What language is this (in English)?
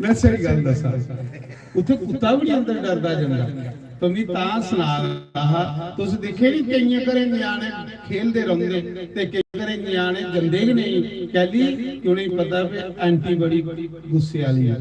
Dogri